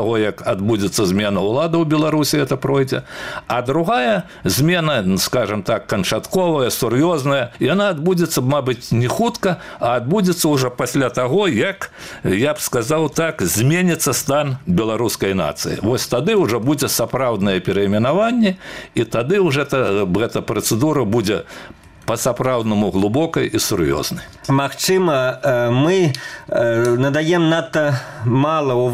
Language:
Belarusian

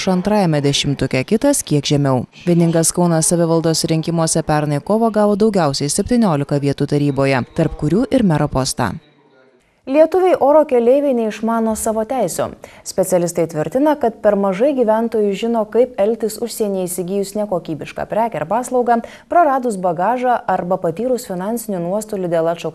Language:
Lithuanian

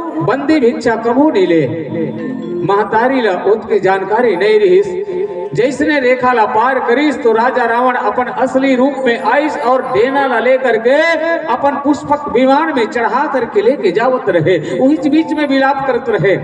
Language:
Chhattisgarhi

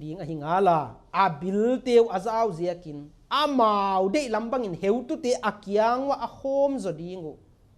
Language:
Paite Chin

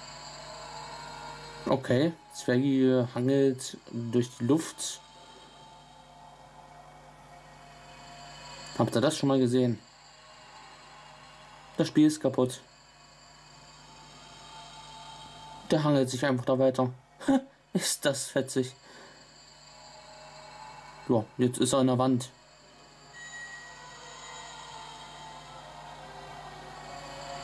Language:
German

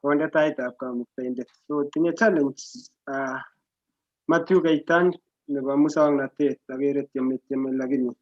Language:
Kalenjin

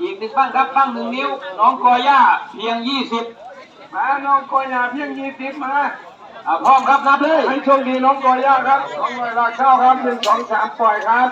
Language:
Northeastern Thai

